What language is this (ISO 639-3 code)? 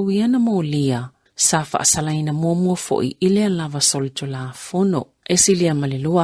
smo